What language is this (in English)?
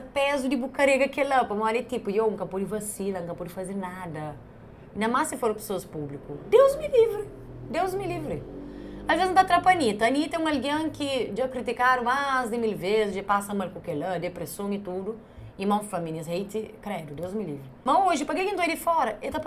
Kabuverdianu